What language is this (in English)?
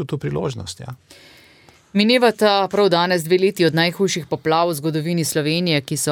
Slovenian